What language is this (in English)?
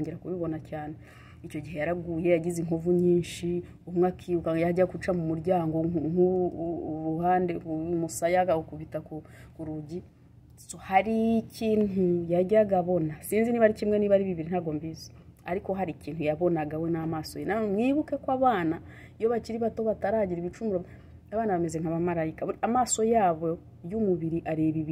Kinyarwanda